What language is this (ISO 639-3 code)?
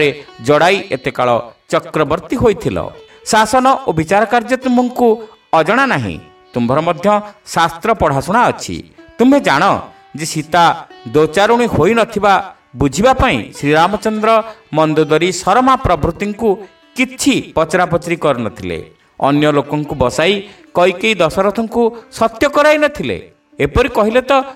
ori